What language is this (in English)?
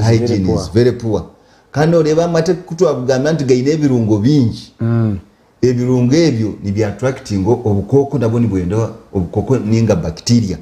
Nyankole